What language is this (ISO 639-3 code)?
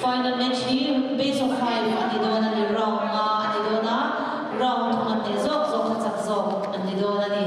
cnh